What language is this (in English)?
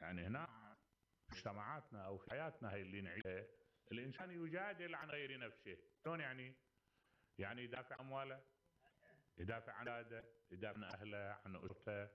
Mesopotamian Arabic